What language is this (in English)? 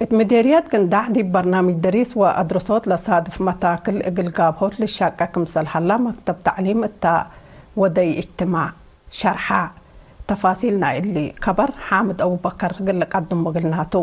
Tigre